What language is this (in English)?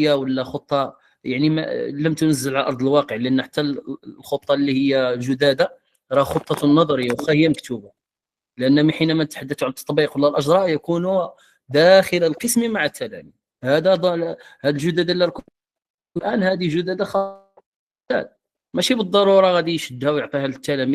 Moroccan Arabic